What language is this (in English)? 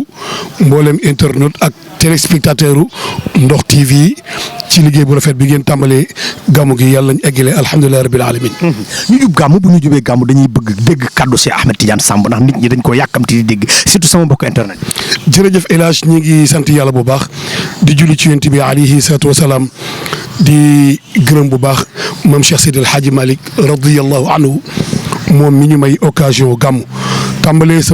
Wolof